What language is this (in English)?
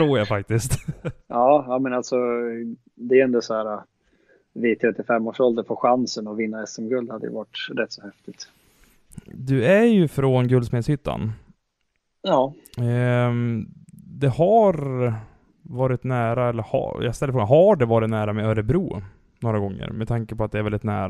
Swedish